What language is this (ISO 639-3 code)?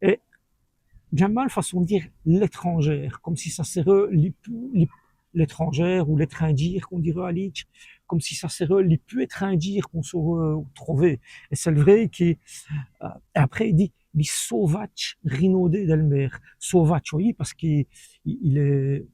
wln